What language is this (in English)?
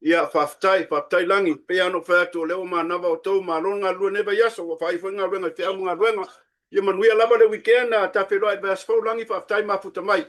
Samoan